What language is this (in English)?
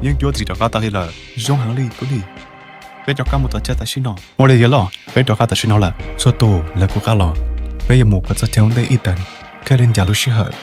Hmong